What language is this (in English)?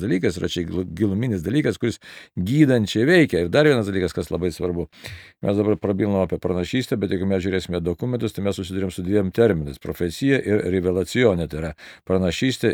Lithuanian